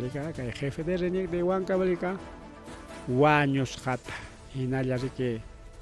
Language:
Ayacucho Quechua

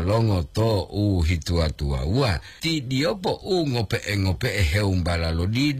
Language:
Gorontalo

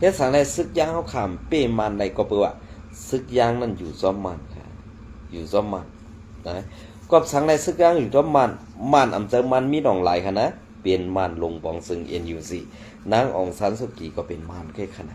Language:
Shan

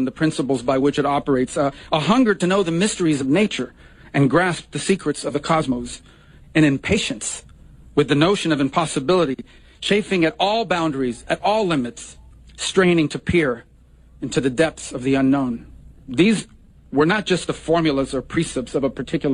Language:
English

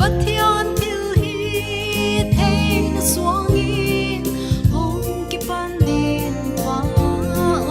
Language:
Paite Chin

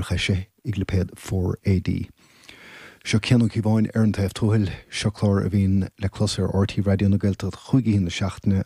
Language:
Irish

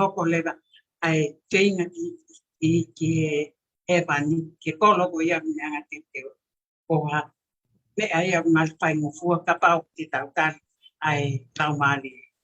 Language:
Tongan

